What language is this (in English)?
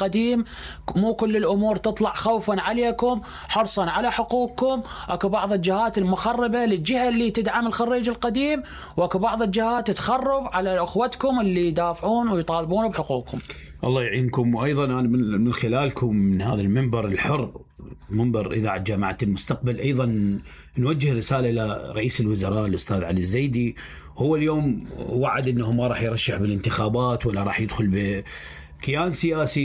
Mesopotamian Arabic